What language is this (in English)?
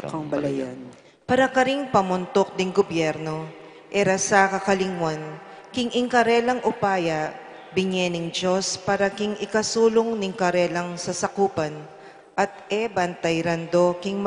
Pampanga